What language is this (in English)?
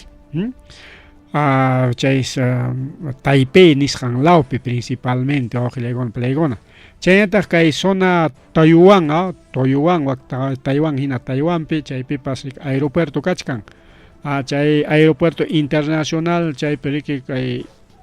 Ayacucho Quechua